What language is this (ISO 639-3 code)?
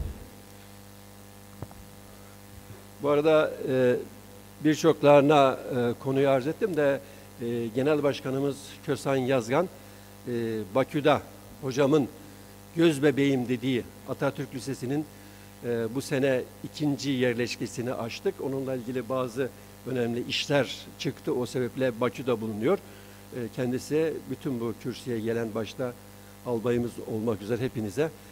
tur